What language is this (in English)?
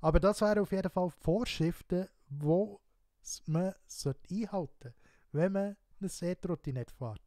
Swiss German